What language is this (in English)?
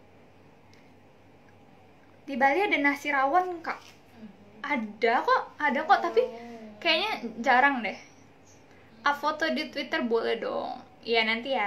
Indonesian